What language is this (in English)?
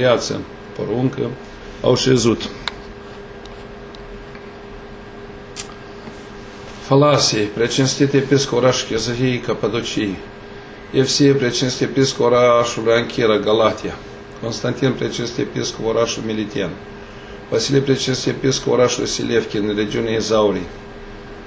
Romanian